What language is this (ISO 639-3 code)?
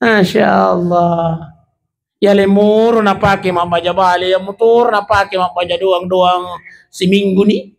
bug